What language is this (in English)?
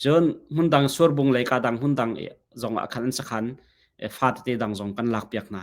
Hakha Chin